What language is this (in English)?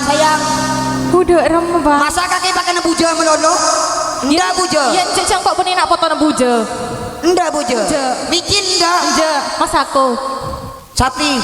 Madurese